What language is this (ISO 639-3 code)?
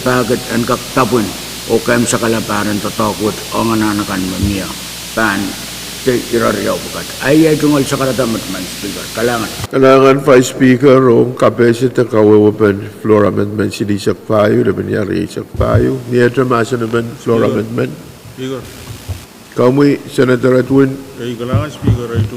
pon